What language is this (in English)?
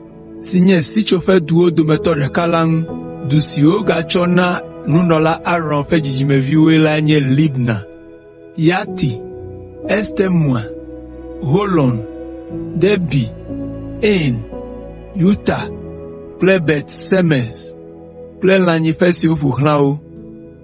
Ewe